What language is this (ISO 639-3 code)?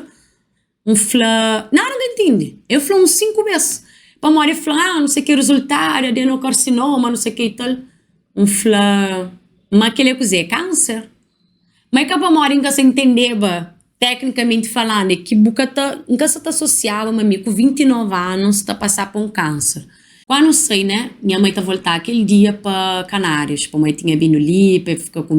kea